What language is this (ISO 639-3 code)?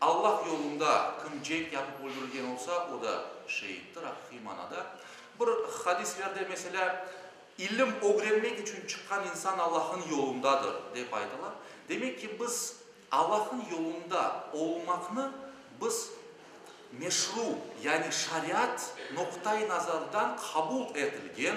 crh